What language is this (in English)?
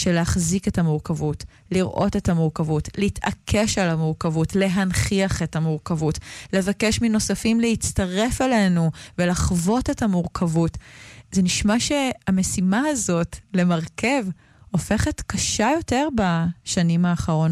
Hebrew